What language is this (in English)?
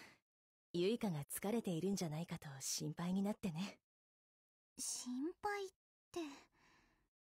Japanese